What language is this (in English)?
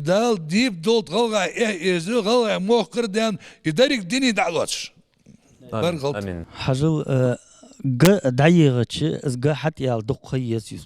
Ingush